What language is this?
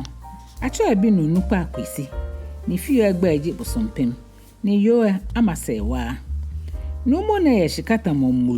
Ga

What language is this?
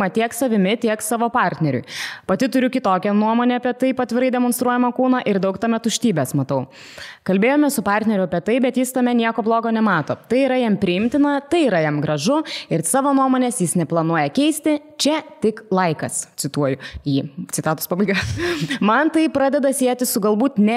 Lithuanian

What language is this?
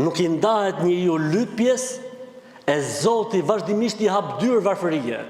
Albanian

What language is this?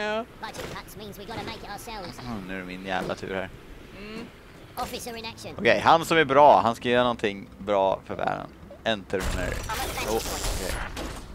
Swedish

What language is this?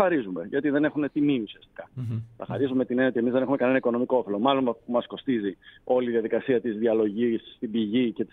Greek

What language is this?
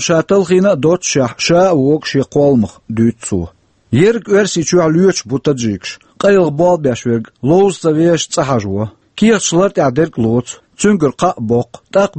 Chechen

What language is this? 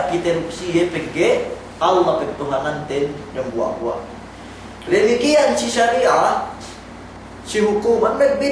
Yakan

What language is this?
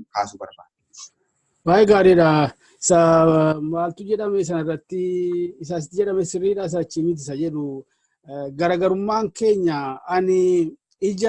Oromo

